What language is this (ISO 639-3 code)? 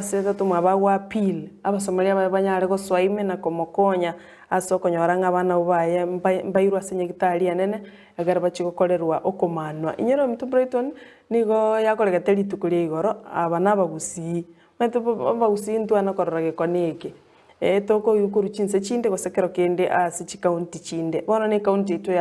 guz